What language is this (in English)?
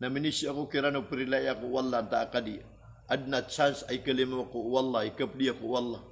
Maranao